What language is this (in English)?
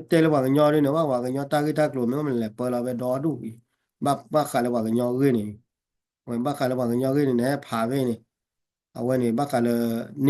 S'gaw Karen